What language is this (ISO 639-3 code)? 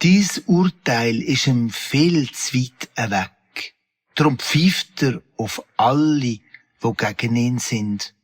gsw